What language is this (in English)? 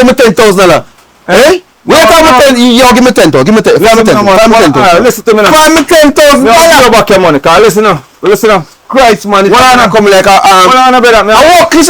Jamaican Creole English